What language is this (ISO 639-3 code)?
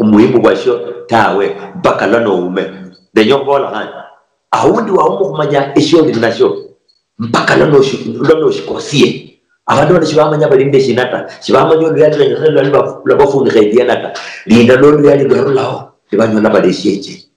luy